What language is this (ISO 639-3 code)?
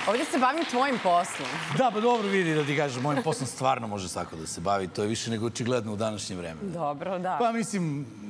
srp